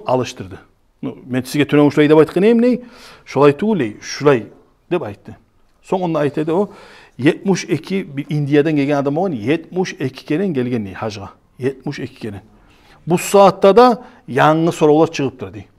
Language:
Kumyk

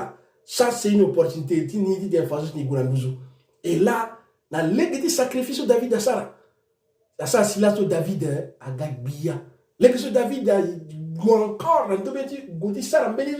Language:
Sango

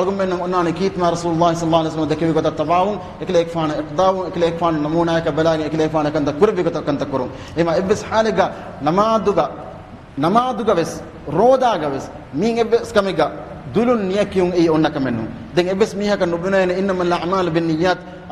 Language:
Divehi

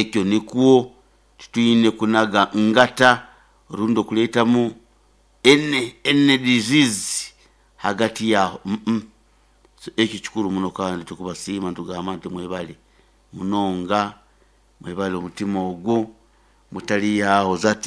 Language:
Nyoro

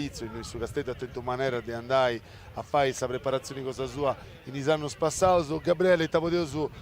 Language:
Sardinian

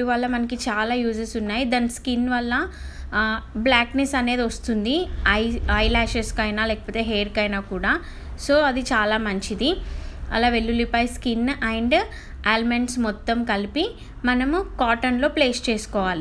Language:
Telugu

